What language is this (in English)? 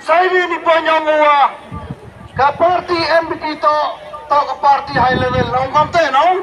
Khasi